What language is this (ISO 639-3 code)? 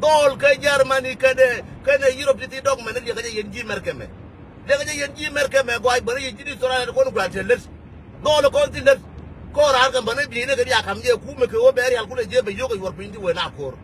nus